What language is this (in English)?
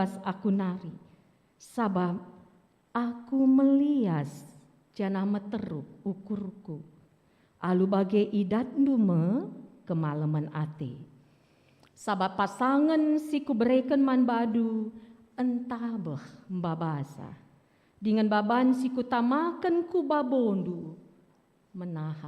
Batak Karo